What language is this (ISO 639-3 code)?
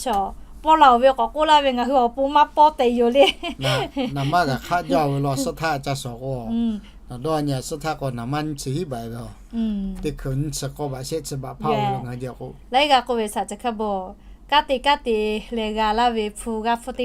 lhu